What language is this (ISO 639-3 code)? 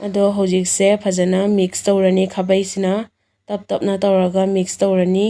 mni